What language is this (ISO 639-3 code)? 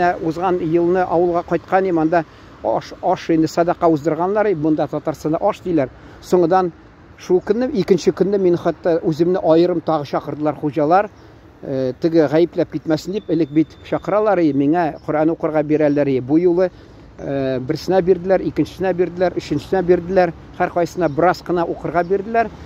tat